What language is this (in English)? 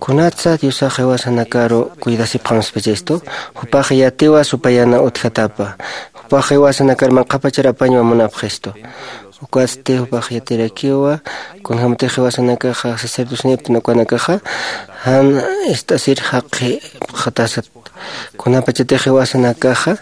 Aymara